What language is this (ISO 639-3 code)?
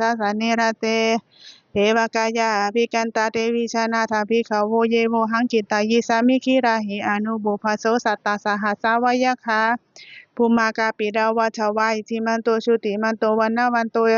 pli